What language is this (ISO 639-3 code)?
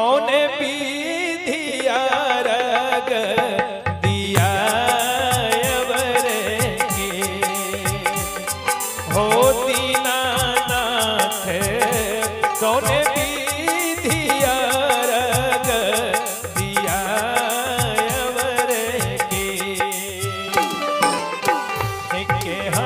bho